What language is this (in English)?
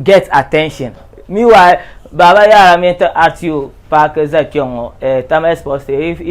Dagbani